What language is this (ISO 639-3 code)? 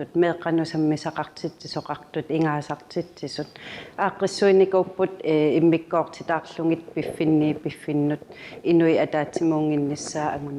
kal